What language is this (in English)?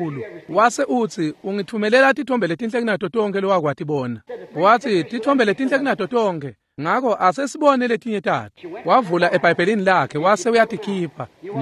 Swati